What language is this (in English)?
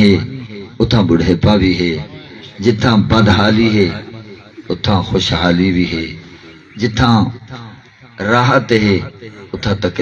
Saraiki